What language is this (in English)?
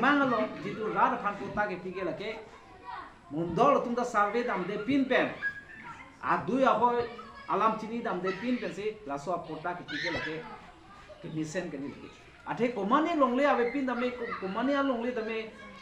Karbi